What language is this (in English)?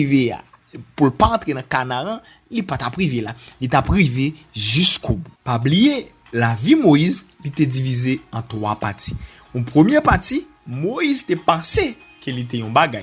Haitian Creole